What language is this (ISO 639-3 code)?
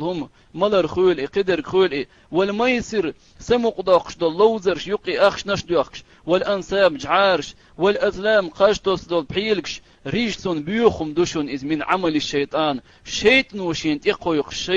che